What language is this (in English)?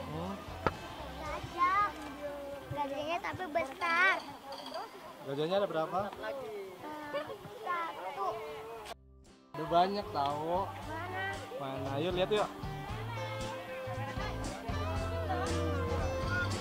Indonesian